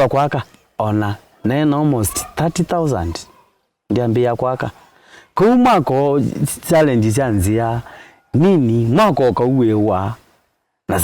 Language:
Kamba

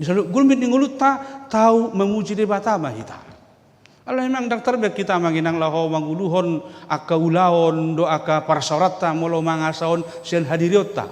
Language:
Batak Toba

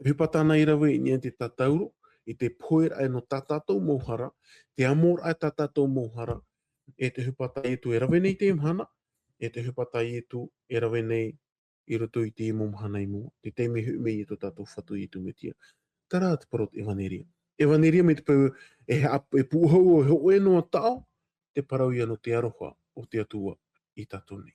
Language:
Tahitian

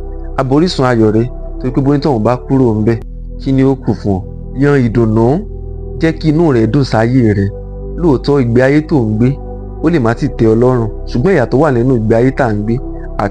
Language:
Yoruba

